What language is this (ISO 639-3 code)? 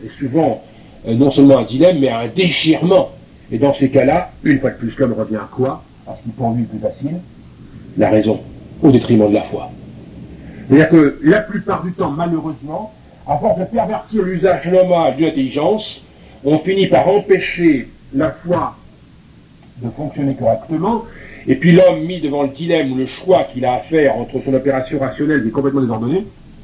fra